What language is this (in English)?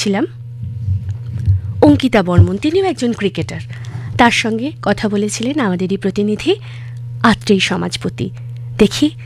Bangla